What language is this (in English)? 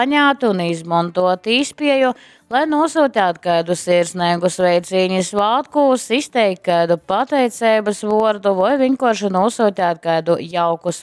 Latgalian